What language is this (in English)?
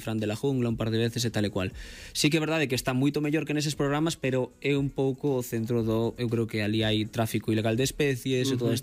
Galician